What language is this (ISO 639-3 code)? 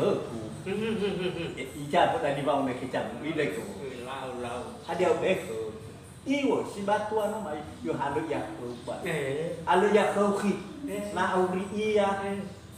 nia